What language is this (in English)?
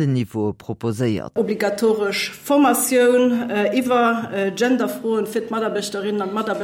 Luxembourgish